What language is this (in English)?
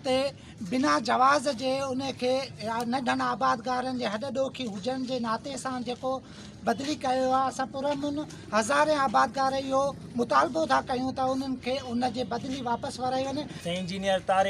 Sindhi